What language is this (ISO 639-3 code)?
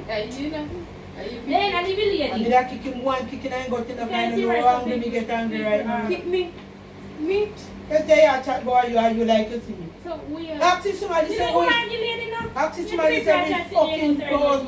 jam